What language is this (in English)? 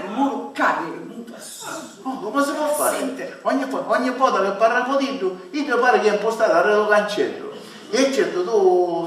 Sicilian